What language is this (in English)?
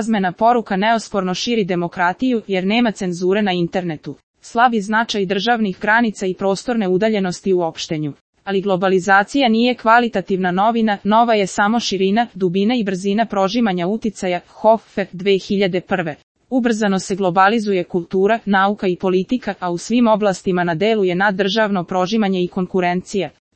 Serbian